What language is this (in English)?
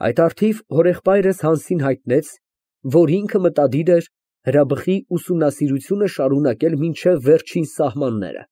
Armenian